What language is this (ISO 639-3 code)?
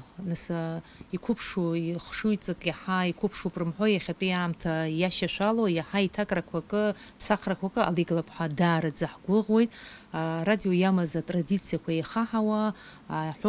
abk